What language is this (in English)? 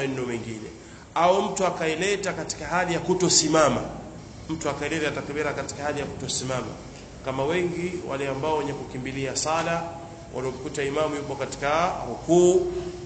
Swahili